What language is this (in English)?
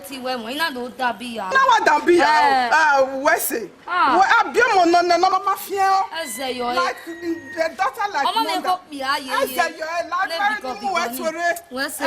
Bini